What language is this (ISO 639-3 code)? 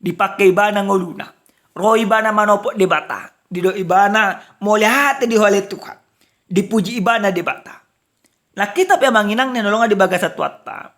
bbc